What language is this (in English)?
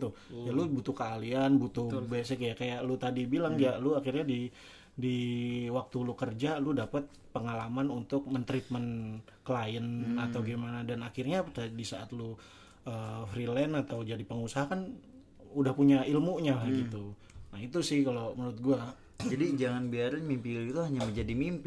Indonesian